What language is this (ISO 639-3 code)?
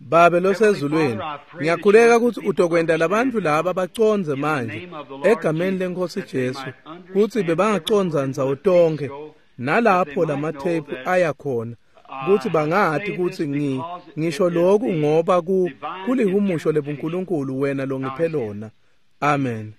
ssw